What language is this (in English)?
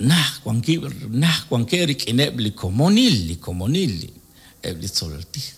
Kekchí